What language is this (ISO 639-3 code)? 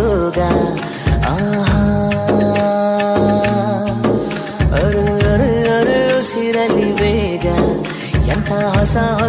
kan